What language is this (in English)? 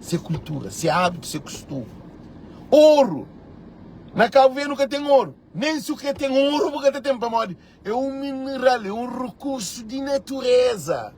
Kabuverdianu